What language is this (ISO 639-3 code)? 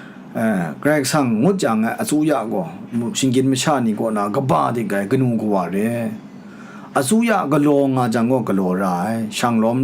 kac